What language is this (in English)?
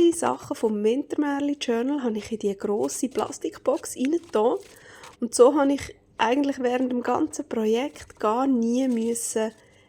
Swiss German